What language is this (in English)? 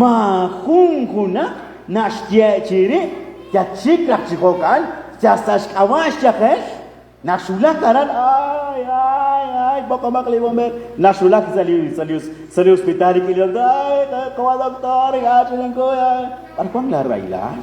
Kekchí